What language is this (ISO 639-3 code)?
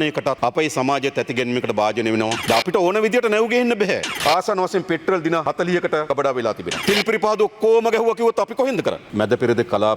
sin